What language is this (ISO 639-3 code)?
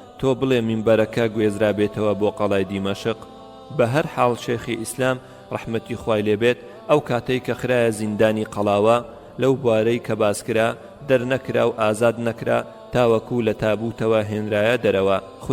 ckb